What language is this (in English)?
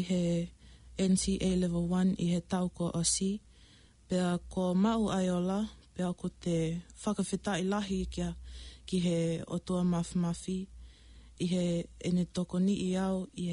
Tongan